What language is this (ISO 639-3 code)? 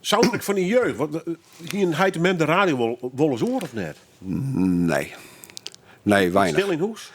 fry